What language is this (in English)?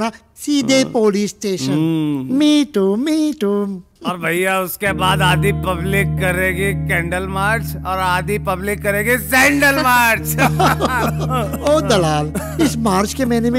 Hindi